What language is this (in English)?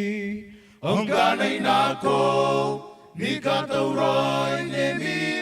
Gilbertese